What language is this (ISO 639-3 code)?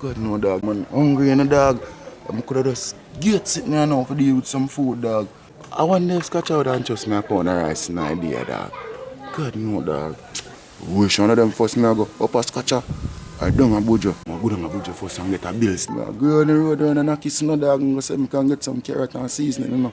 jam